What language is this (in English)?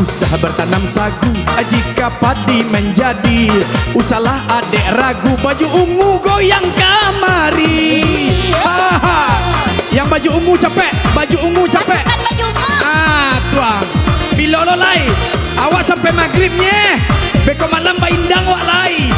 Minangkabau